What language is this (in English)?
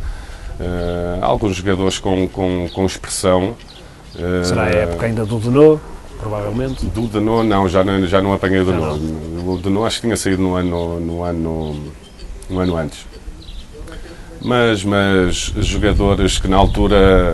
Portuguese